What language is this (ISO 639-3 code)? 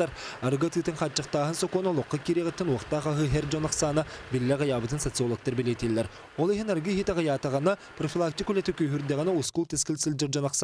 sah